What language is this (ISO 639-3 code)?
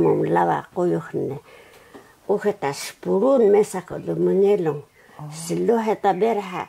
trv